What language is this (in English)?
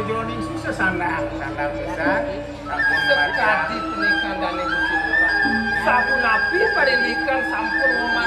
Balinese